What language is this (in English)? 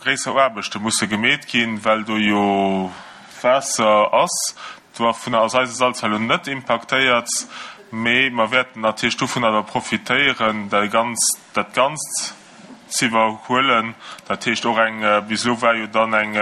Luxembourgish